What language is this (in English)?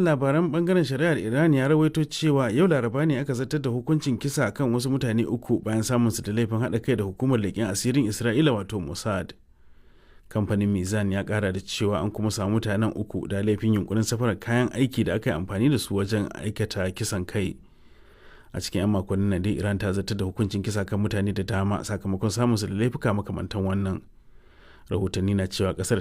Hausa